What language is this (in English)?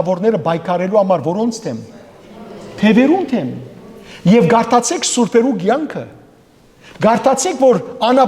Western Armenian